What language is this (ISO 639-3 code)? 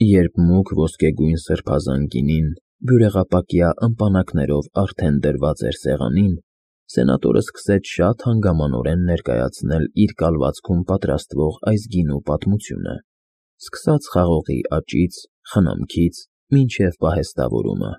hye